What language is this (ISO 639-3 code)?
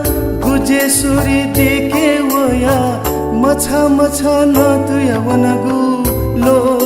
new